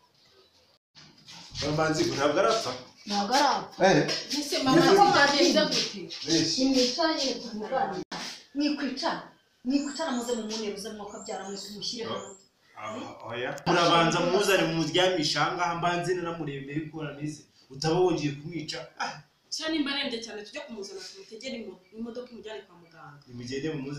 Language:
Kinyarwanda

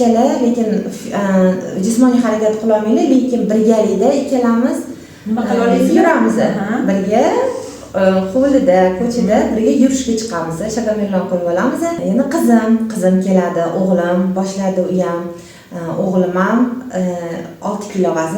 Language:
Uzbek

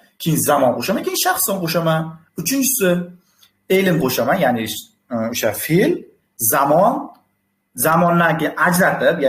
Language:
Uzbek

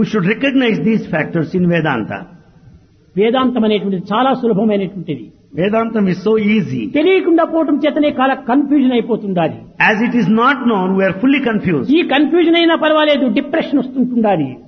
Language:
Telugu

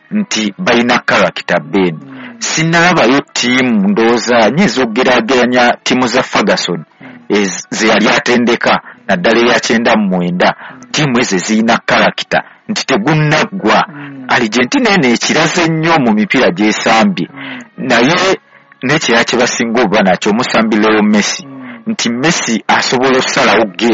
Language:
Ganda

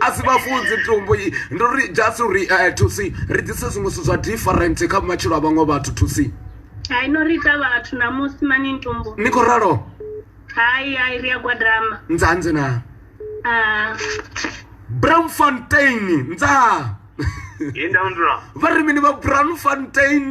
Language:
Venda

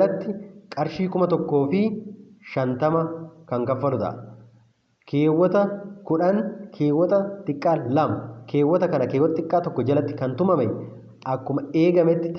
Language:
Oromo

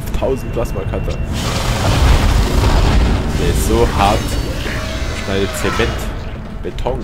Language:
German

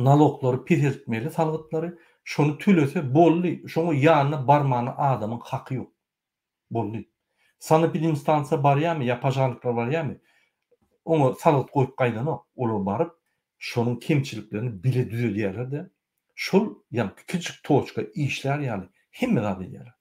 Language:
Turkmen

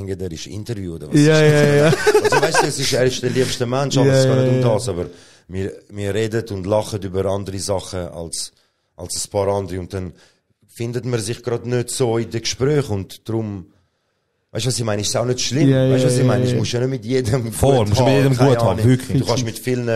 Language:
Swiss German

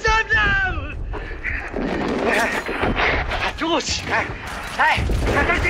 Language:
Croatian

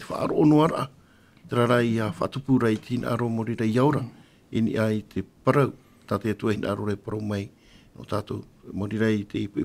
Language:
Tahitian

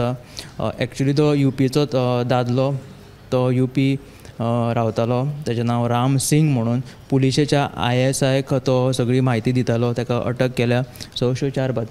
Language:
Konkani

